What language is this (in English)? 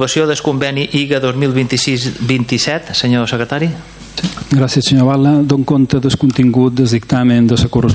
Catalan